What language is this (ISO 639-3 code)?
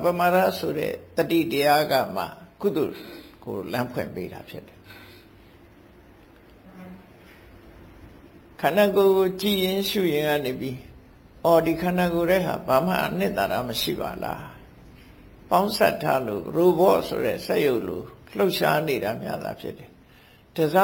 mya